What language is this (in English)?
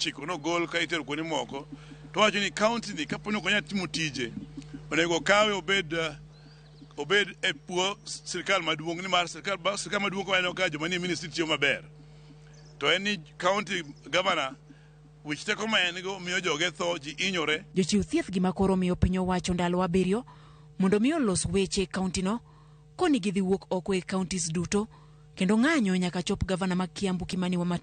Luo (Kenya and Tanzania)